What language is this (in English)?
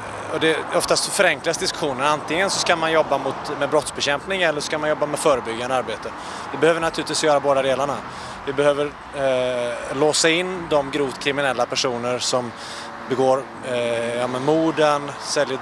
Swedish